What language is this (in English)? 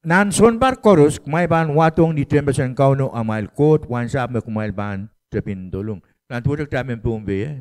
Pohnpeian